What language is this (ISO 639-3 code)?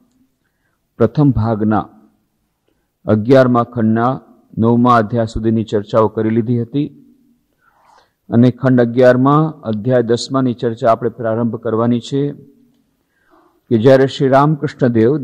guj